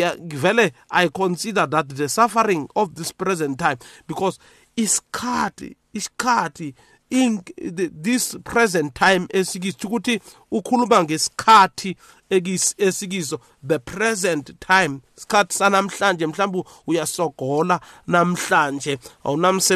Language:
South Ndebele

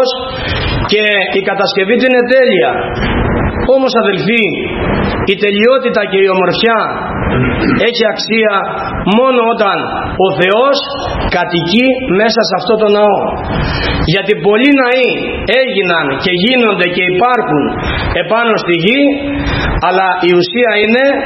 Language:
Greek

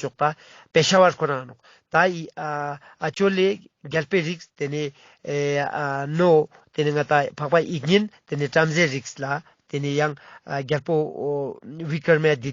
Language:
Ladakhi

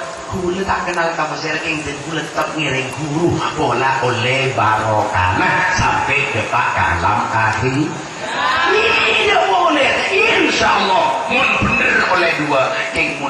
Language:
Madurese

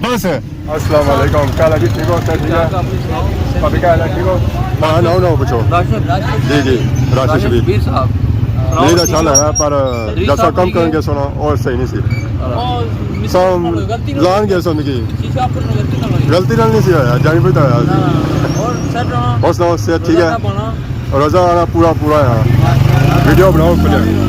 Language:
Pahari-Potwari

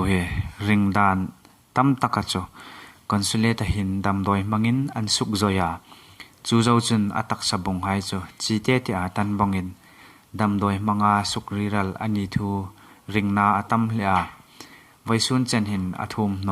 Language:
Hmar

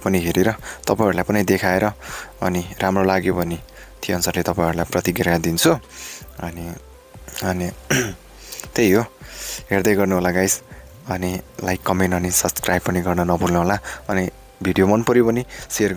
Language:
Nepali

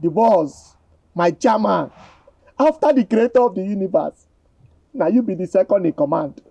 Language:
Nigerian Pidgin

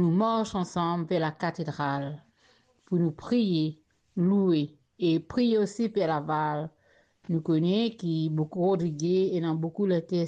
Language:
Morisyen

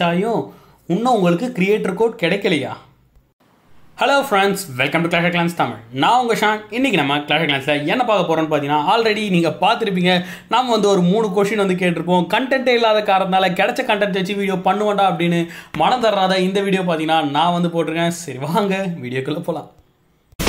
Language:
Tamil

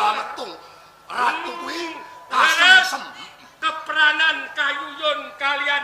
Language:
Javanese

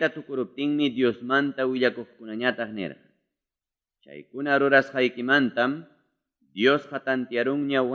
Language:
Ayacucho Quechua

